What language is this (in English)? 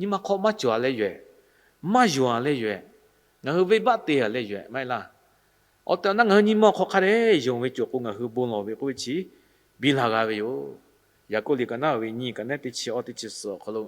Lahu